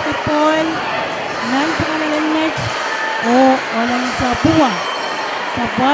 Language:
Pohnpeian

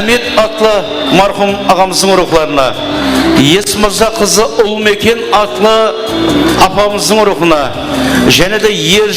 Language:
Kara-Kalpak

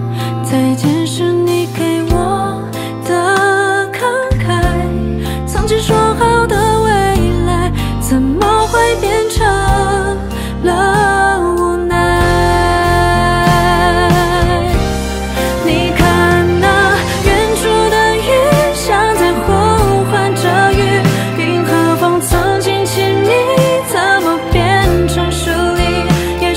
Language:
Chinese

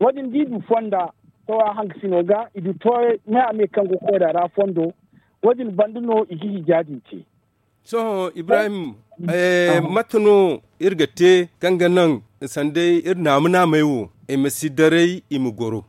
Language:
Zarma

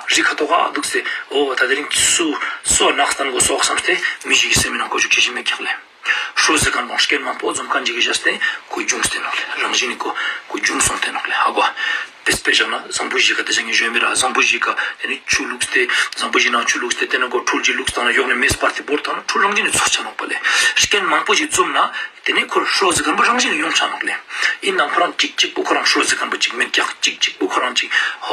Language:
Ladakhi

